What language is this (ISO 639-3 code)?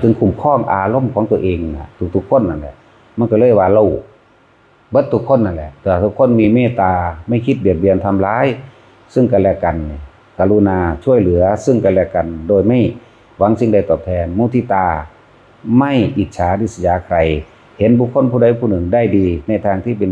tts